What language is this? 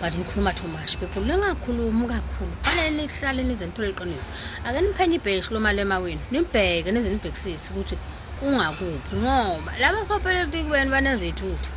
Zulu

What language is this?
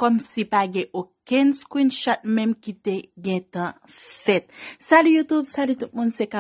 Haitian Creole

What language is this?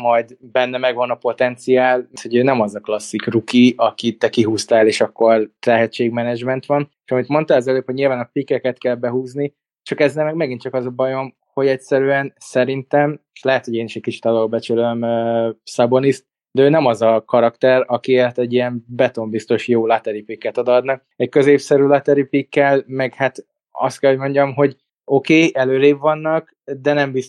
Hungarian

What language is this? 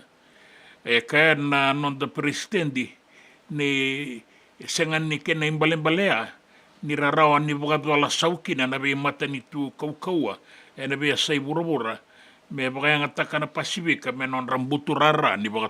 Fijian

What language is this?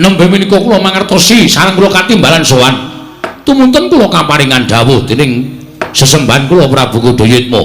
Javanese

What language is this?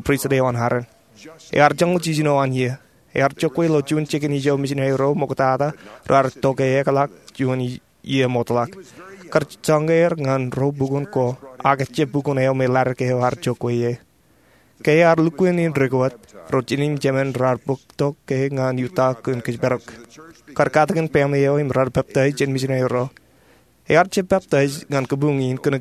Marshallese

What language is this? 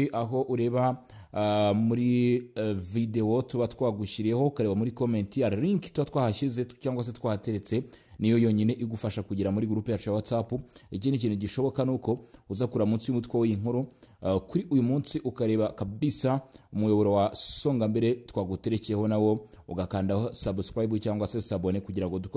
Kinyarwanda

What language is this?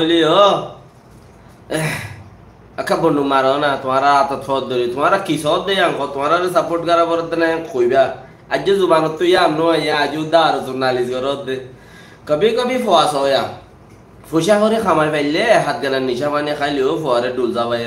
Rohingya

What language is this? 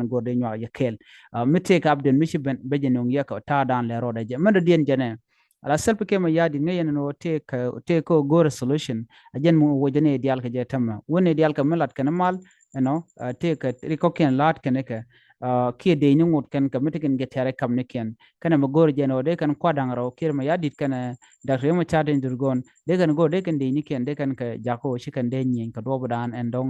Nuer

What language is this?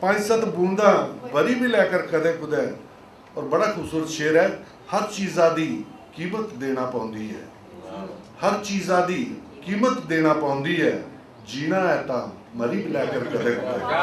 Dogri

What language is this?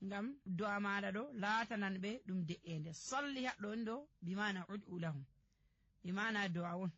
Nigerian Fulfulde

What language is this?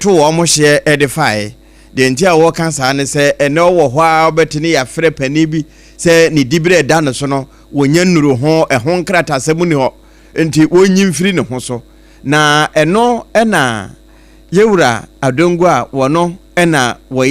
Akan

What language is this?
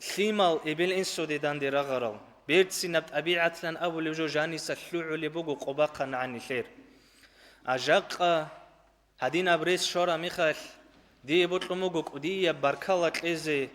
Avaric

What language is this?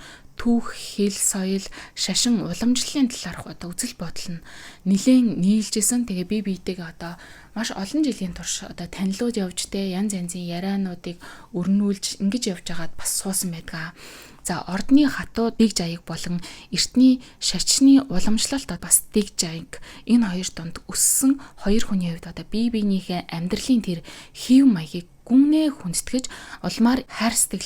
Mongolian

